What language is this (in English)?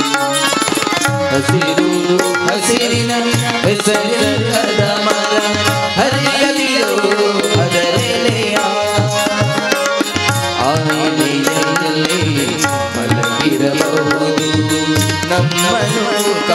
Kannada